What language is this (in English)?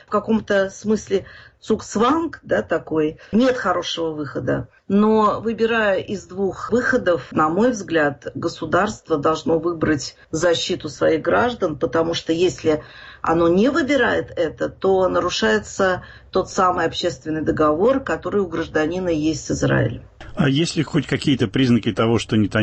Russian